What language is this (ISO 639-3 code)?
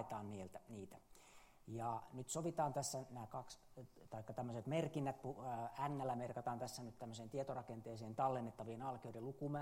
fin